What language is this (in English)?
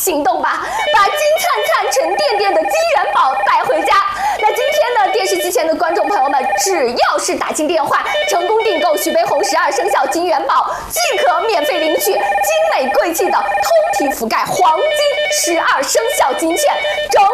Chinese